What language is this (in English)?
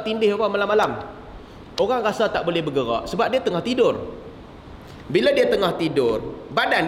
Malay